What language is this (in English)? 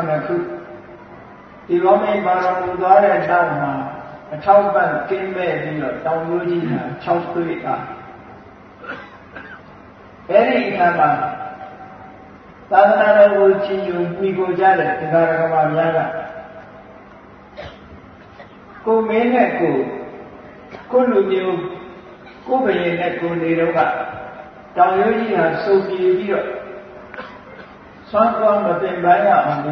Burmese